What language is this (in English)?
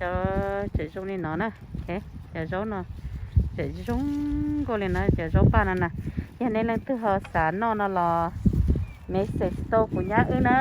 Hmong